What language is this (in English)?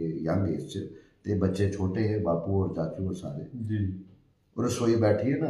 Dogri